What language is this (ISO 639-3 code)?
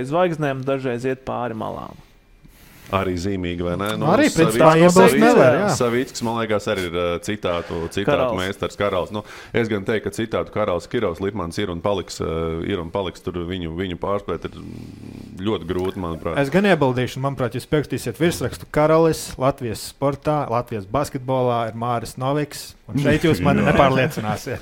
lav